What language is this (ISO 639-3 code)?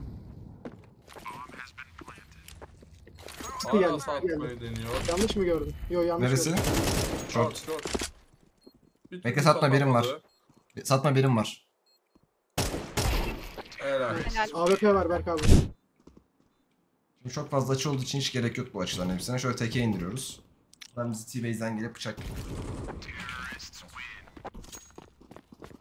tur